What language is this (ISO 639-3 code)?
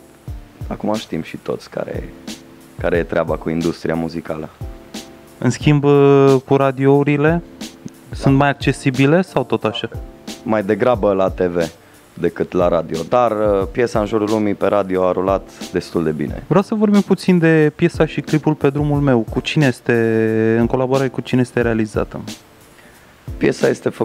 ron